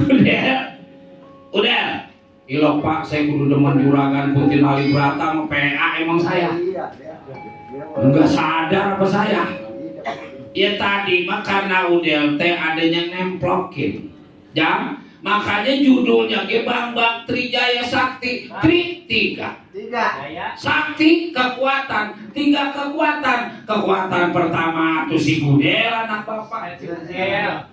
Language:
Betawi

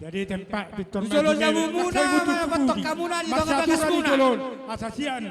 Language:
Batak Toba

